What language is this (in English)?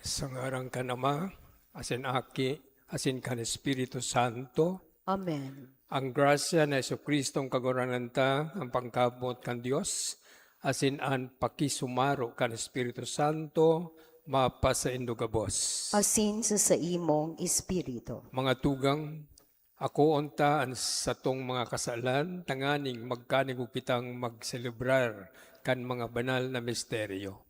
Bikol